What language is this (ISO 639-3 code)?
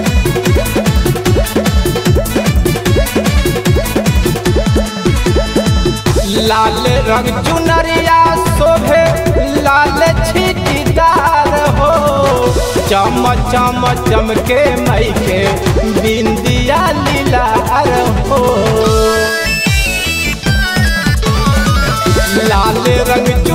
bho